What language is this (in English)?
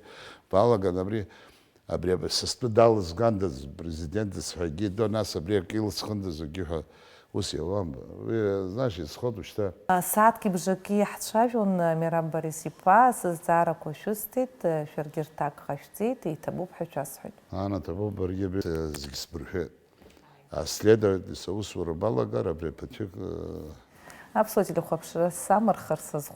Abkhazian